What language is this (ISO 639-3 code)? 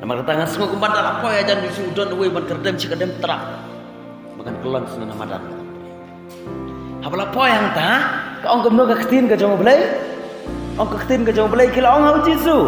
kha